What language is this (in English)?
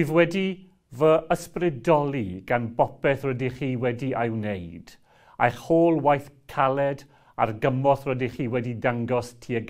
Welsh